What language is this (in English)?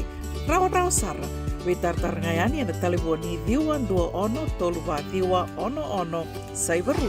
Fijian